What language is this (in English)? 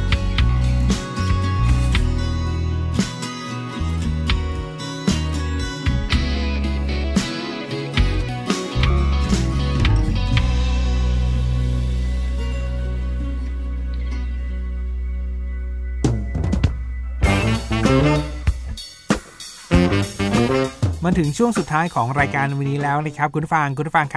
Thai